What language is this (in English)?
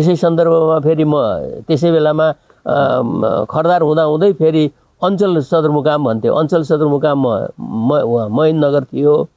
Nepali